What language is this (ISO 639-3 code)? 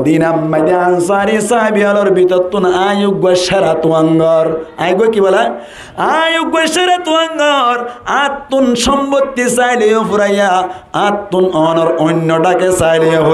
rhg